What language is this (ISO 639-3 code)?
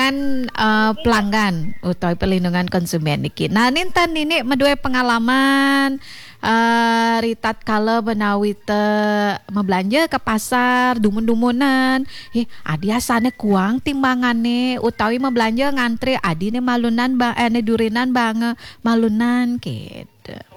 ban